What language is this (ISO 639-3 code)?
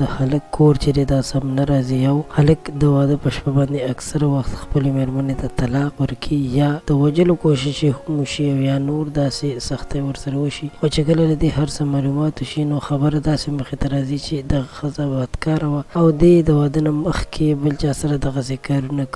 pus